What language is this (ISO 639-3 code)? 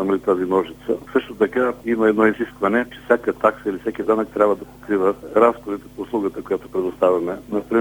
bul